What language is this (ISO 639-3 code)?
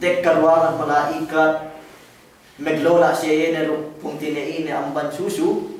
yka